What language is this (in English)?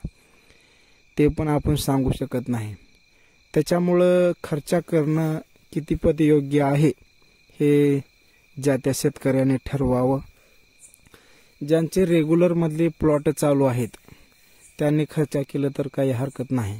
Marathi